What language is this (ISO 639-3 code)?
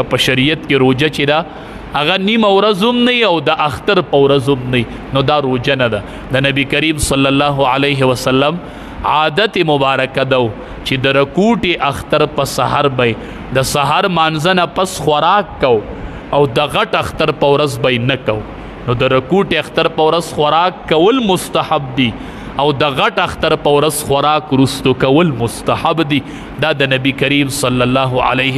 pus